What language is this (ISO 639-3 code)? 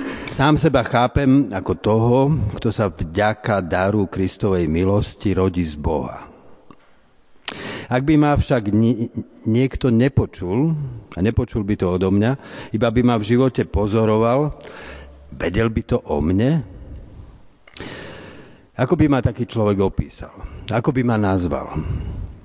slk